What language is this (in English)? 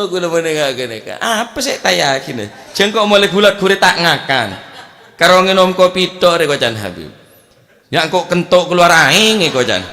Madurese